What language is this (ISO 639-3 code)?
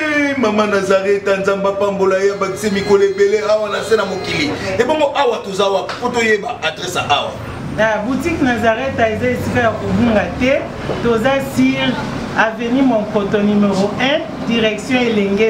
lin